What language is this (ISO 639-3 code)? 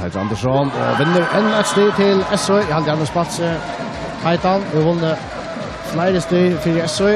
fao